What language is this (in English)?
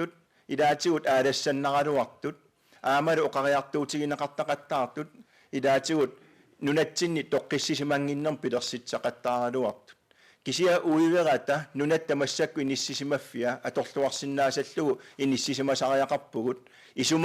Kalaallisut